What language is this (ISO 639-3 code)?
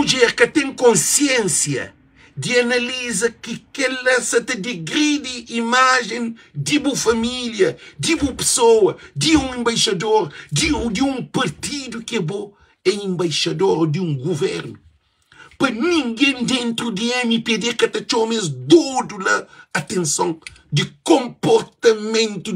kea